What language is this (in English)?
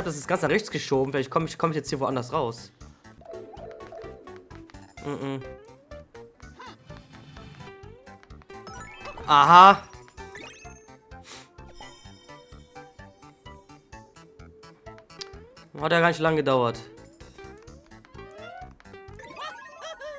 German